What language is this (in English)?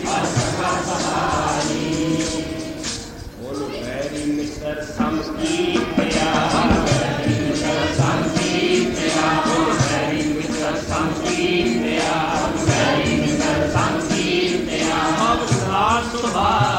Punjabi